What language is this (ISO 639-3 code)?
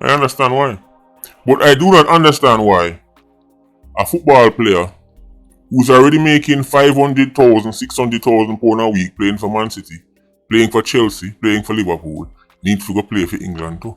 jam